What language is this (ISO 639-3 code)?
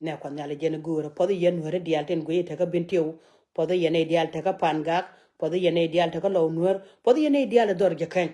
nus